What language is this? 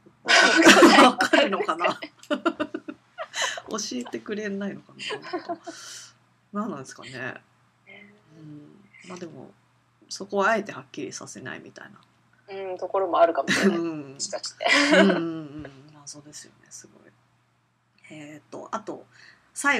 Japanese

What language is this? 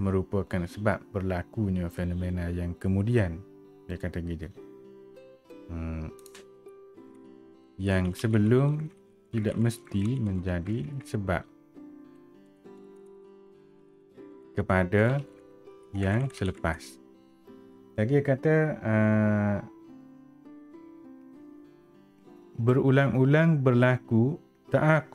Malay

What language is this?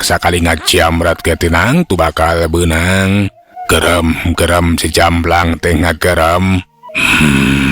Sundanese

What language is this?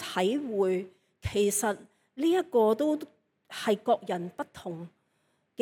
Cantonese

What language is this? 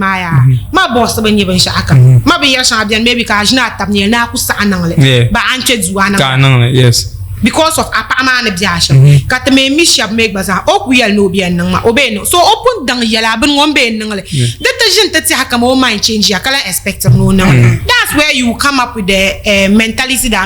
Dagbani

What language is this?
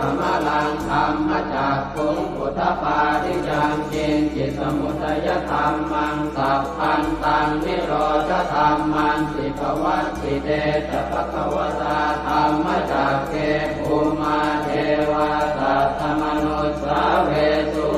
Pali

